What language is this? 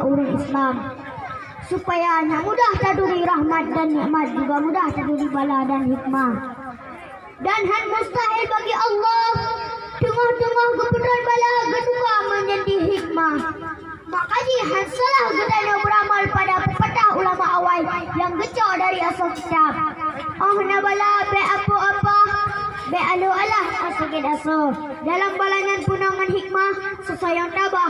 Achinese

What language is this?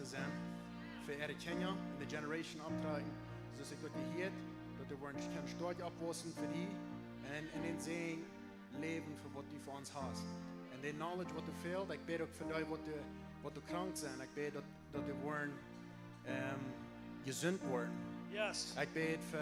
Plautdietsch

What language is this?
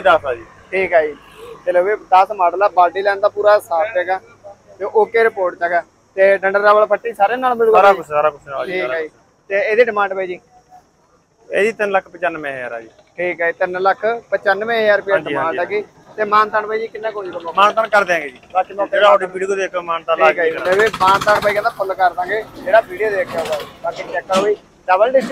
Punjabi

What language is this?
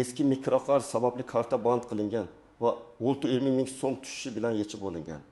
Uzbek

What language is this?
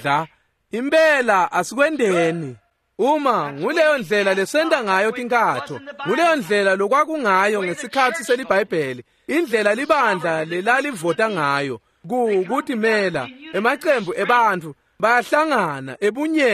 Swati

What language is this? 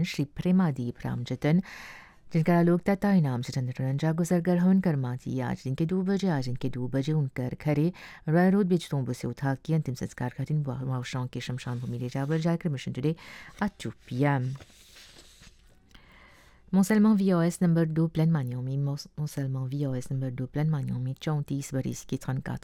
Bhojpuri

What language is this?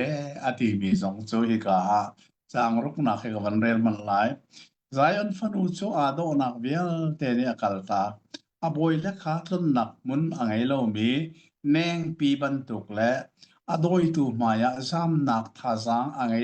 Hakha Chin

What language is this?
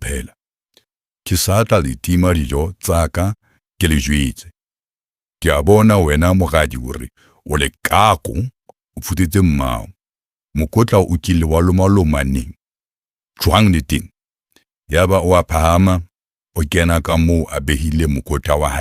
Southern Sotho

